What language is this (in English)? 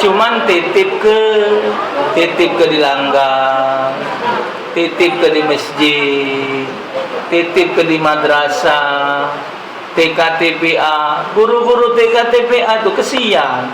Musi